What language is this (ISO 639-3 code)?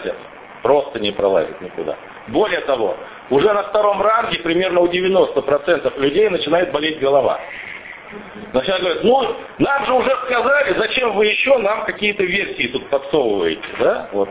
rus